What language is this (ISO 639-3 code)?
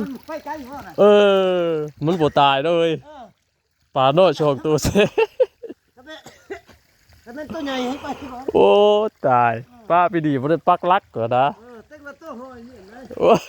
tts